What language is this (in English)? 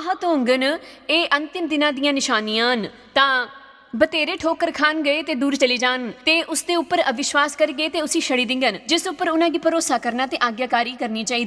Dogri